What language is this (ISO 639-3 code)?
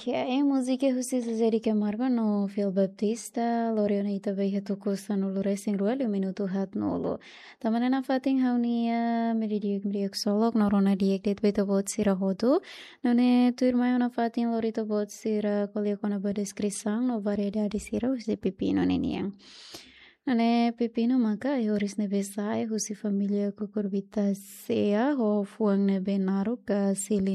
tet